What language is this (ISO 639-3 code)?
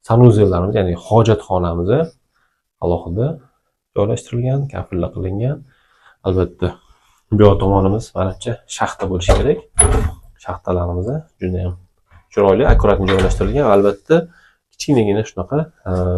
uzb